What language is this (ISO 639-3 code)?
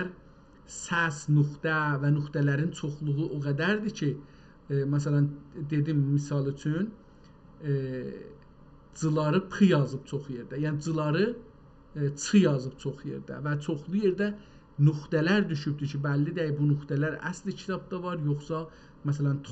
azb